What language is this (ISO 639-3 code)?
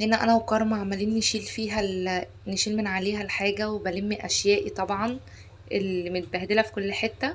arz